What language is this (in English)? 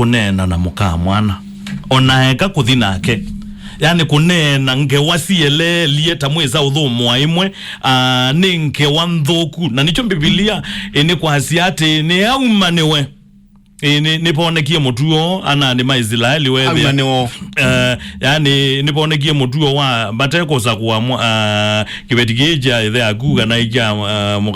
Kamba